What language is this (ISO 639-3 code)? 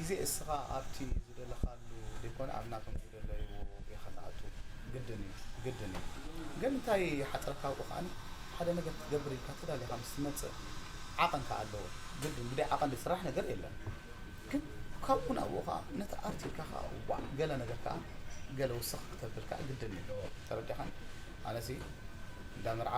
tir